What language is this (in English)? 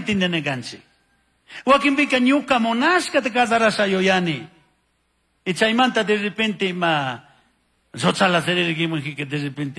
Chimborazo Highland Quichua